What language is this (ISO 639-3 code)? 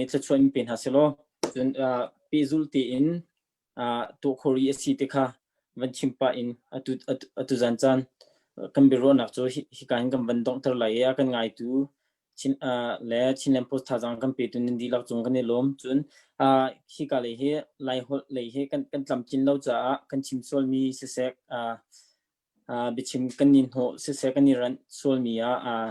cnh